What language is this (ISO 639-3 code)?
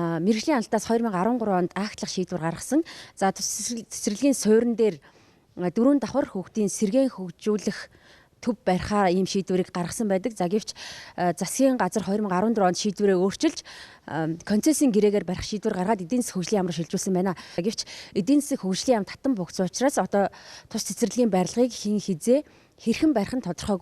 mon